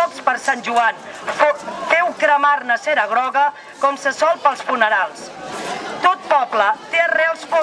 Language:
Catalan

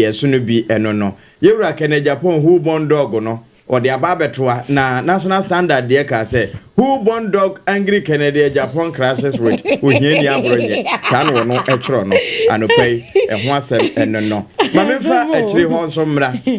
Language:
Akan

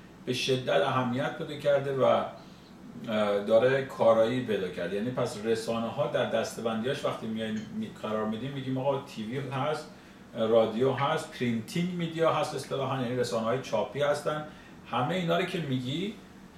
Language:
Persian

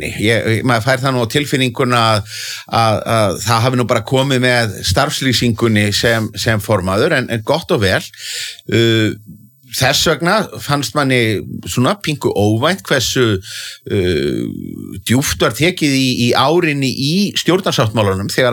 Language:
Icelandic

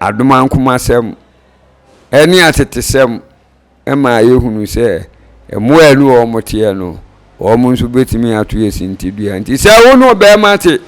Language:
Akan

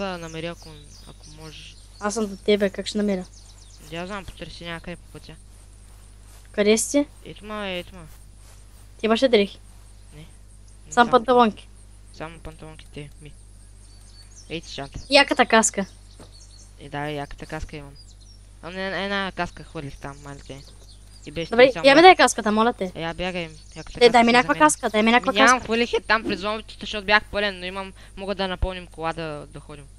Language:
Bulgarian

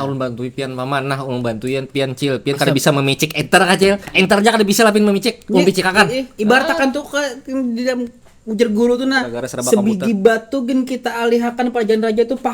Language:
Banjar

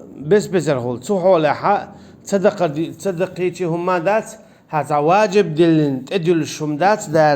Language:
Chechen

